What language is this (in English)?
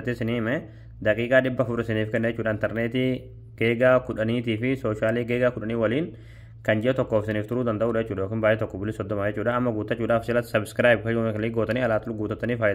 Oromo